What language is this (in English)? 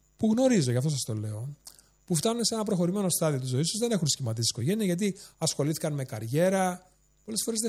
Greek